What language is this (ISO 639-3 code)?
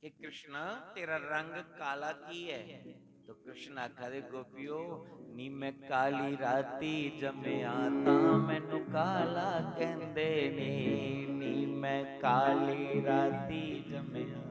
doi